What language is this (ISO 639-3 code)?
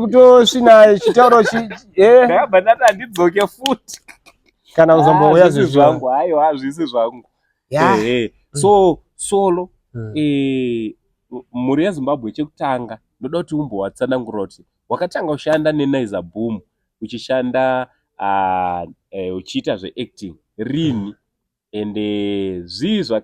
sna